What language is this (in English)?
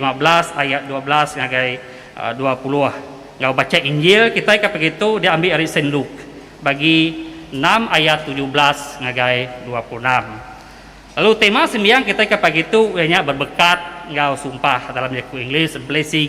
Iban